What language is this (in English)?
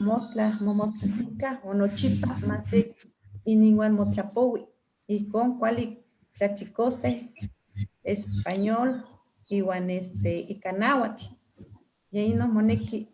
Eastern Huasteca Nahuatl